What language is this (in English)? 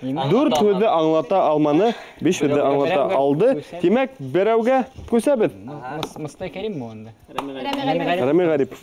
Bashkir